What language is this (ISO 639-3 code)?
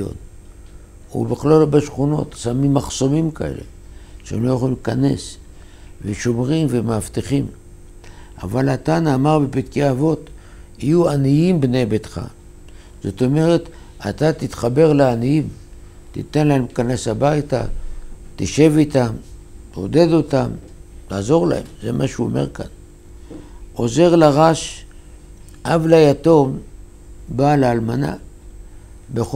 heb